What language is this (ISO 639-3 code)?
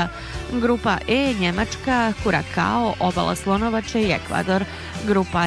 bos